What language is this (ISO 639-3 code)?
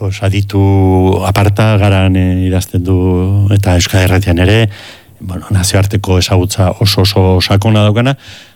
eus